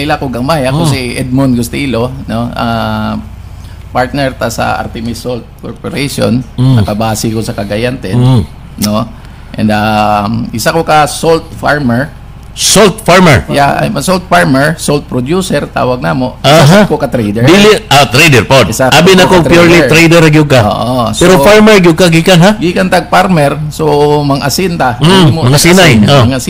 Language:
Cebuano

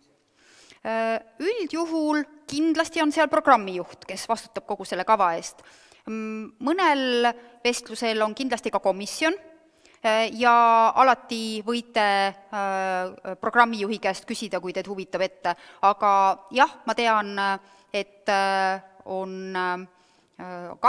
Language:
Estonian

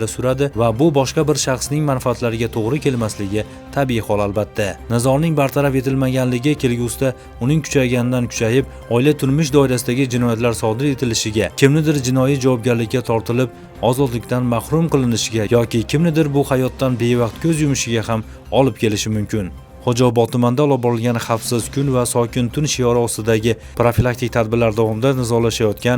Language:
Uzbek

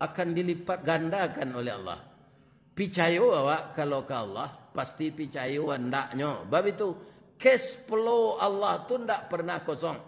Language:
Minangkabau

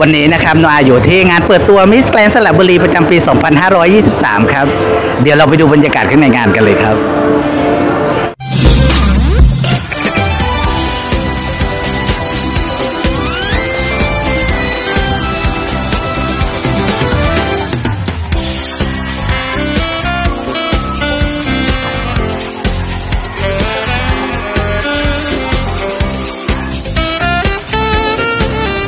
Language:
Thai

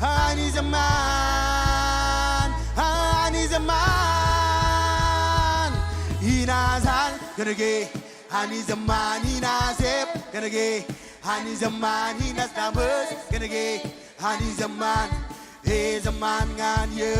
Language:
Marshallese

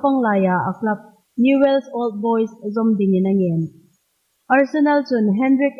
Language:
Hmar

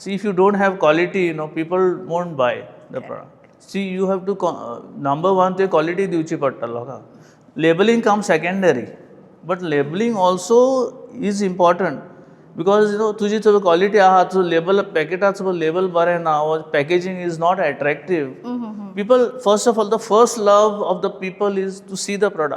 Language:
Konkani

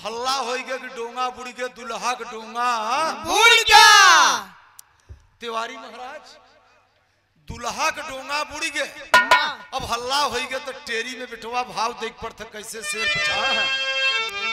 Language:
Bhojpuri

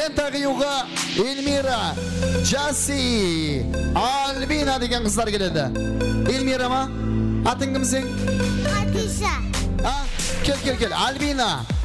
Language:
Kara-Kalpak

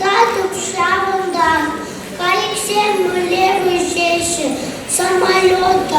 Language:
Chuvash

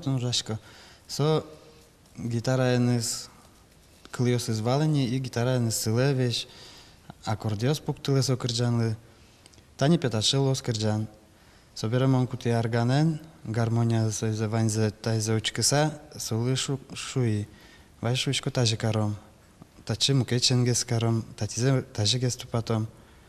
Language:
Udmurt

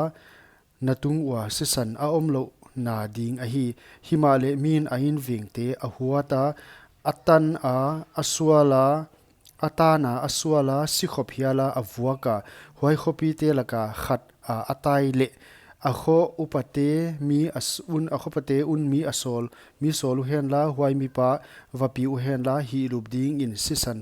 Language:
Paite Chin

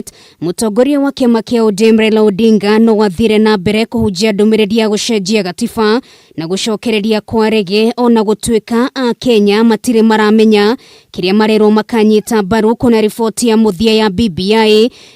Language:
Kikuyu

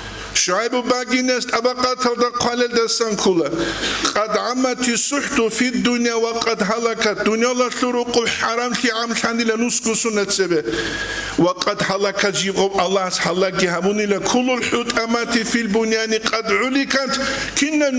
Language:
Avaric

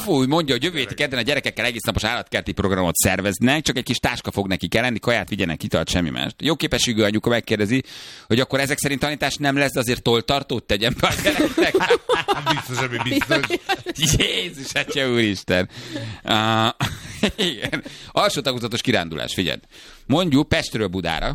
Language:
Hungarian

